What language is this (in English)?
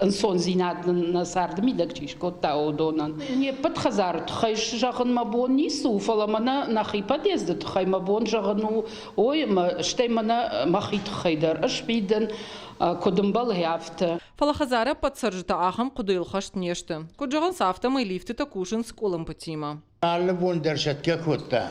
Ossetic